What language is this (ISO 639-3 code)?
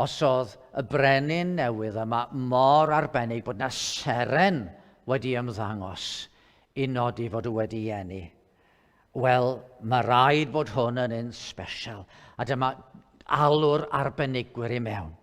cym